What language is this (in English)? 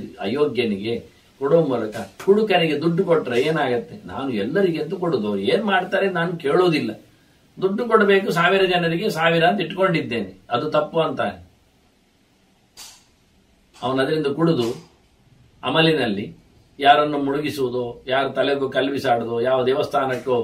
Kannada